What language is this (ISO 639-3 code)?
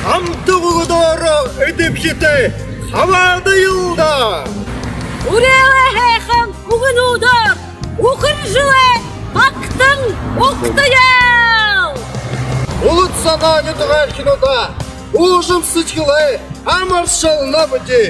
bua